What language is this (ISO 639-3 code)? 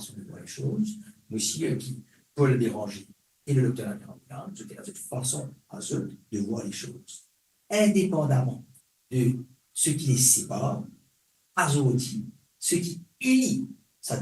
mfe